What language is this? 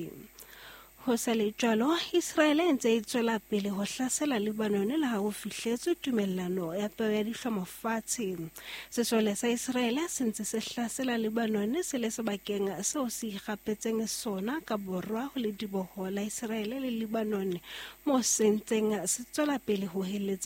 Southern Sotho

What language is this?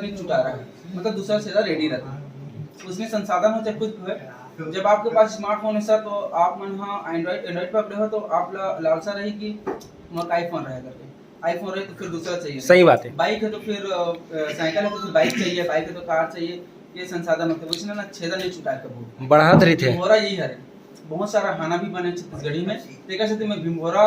Chhattisgarhi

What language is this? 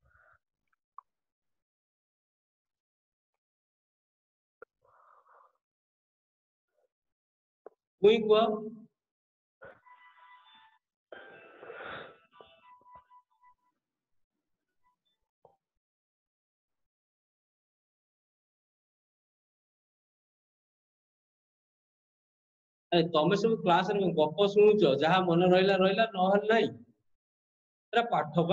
Odia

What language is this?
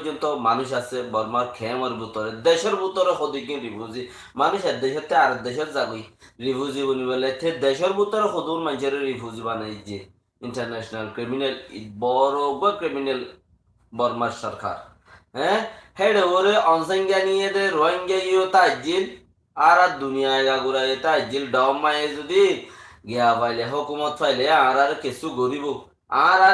Rohingya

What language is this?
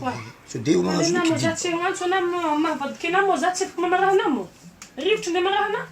Malagasy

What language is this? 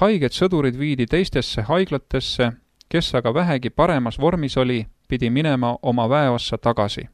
Estonian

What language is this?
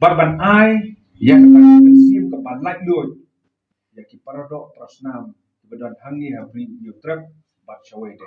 Khasi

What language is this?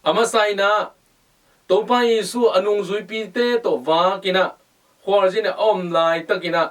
Tedim Chin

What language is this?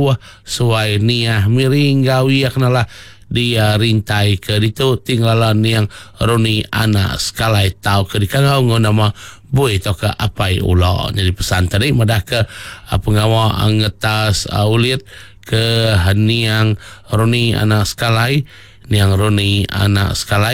Iban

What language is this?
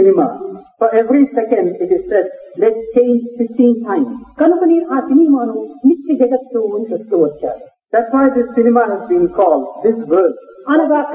Telugu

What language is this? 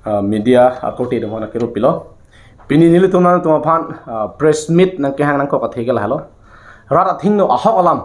Karbi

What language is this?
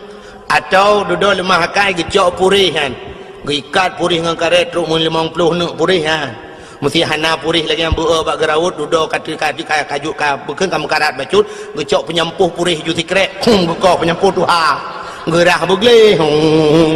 Achinese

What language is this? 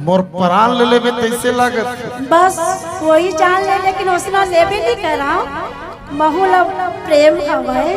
Chhattisgarhi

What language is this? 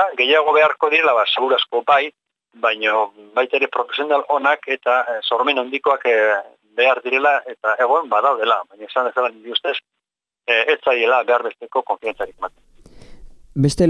Basque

